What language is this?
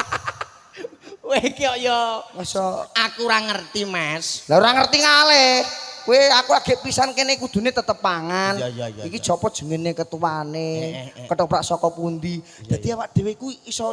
Javanese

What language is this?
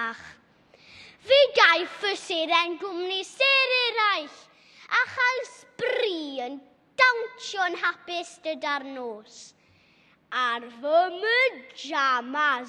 Welsh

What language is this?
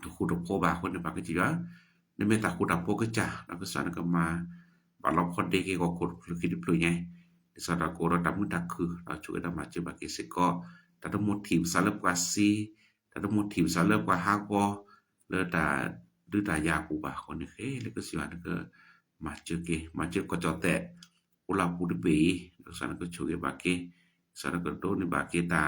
S'gaw Karen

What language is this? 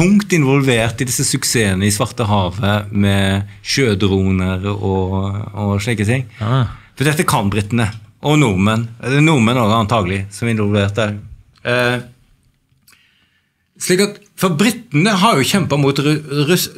Norwegian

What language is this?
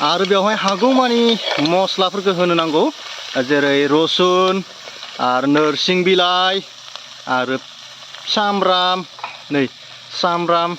Bodo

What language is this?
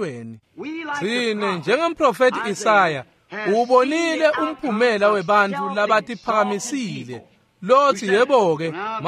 Swati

